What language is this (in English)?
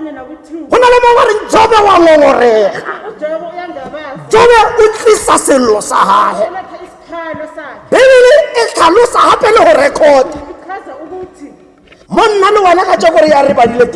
Tswana